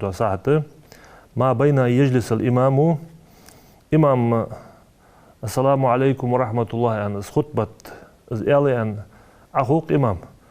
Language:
Ingush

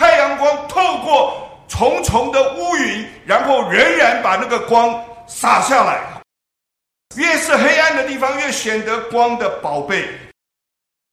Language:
Chinese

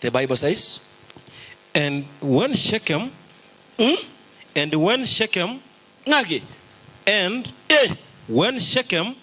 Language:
Gusii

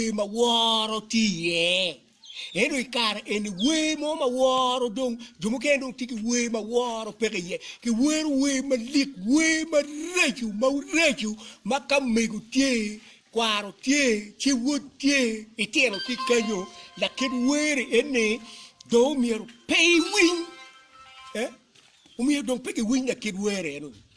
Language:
Acoli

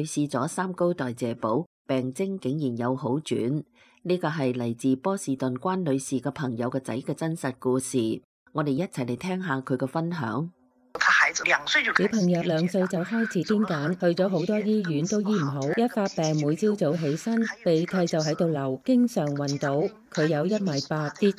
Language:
Cantonese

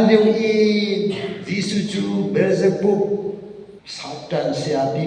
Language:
Hakha Chin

